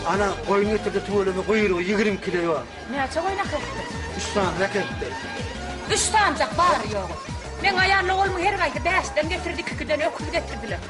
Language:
Turkmen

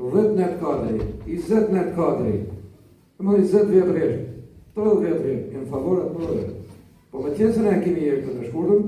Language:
Albanian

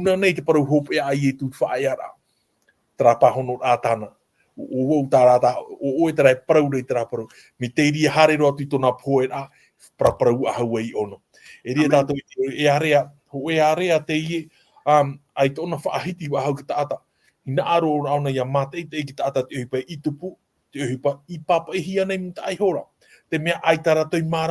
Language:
Tahitian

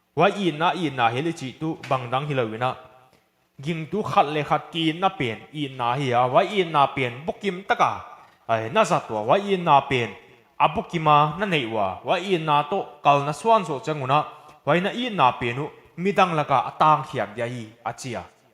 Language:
Paite Chin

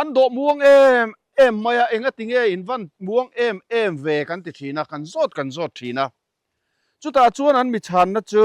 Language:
Mizo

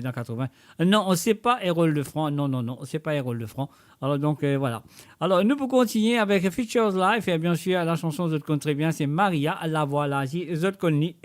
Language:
Morisyen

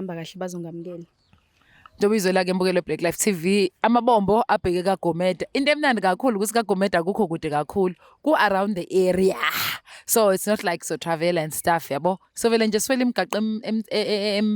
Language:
Zulu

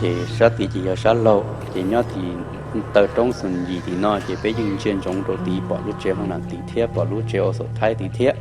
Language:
Hmong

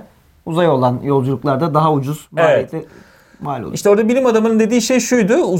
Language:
Turkish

